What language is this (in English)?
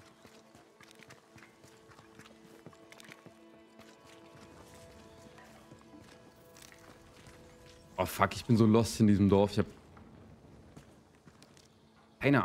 German